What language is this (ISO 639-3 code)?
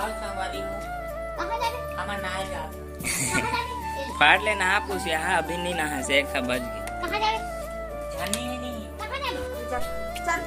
hne